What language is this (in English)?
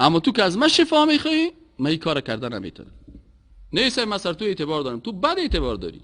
Persian